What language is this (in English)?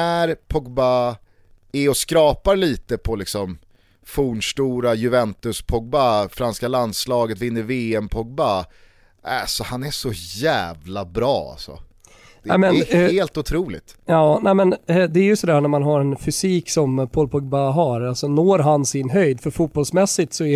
Swedish